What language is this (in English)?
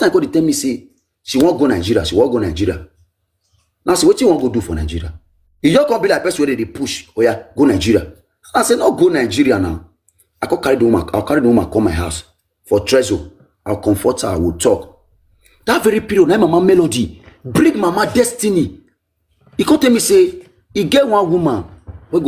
Nigerian Pidgin